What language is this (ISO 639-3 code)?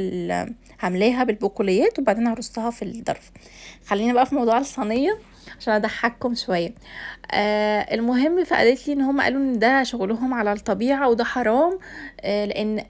arz